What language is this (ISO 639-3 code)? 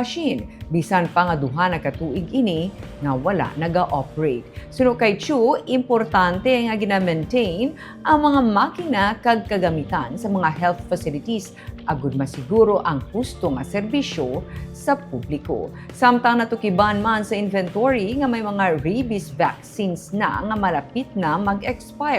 hil